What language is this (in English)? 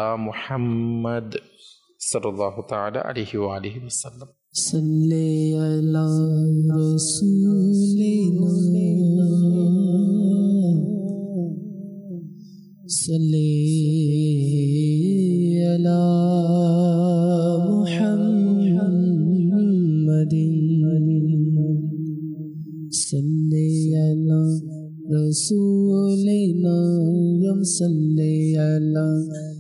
Bangla